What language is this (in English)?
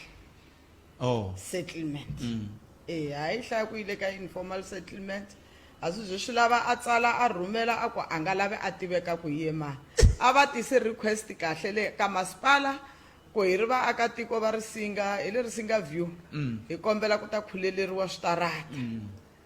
Tsonga